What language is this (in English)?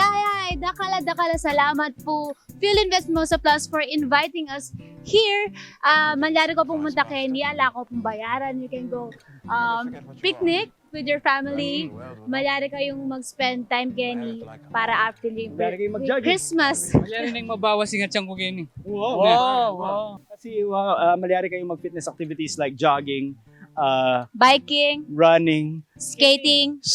Pampanga